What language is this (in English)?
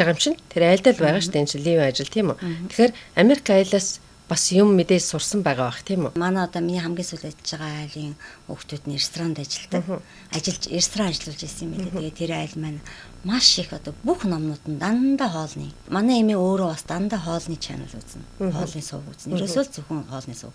Mongolian